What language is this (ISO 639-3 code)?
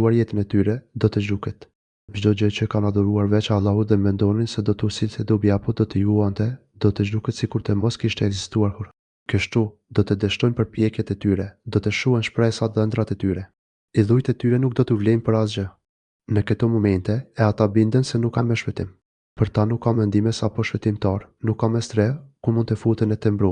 sqi